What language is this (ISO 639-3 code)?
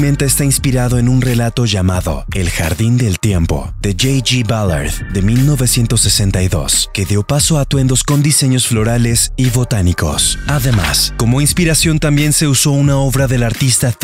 spa